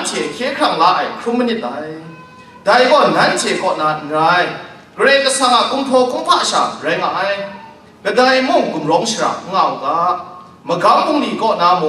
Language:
Kachin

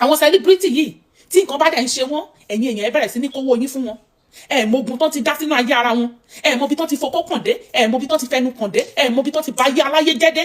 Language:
Yoruba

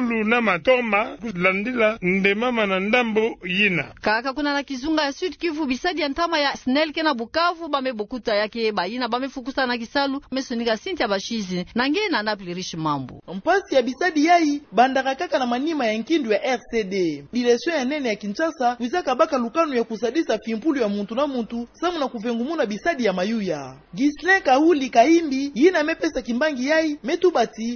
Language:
Kituba (Democratic Republic of Congo)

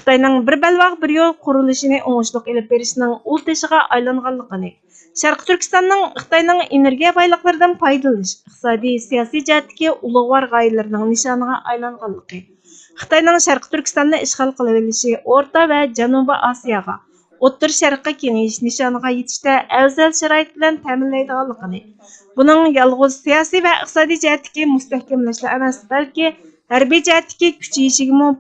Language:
Uyghur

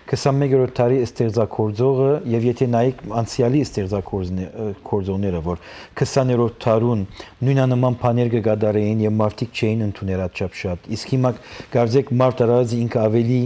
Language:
Western Armenian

